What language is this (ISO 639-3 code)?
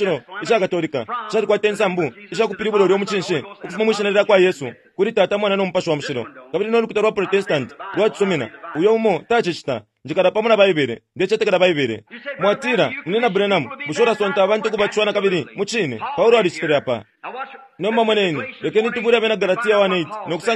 bem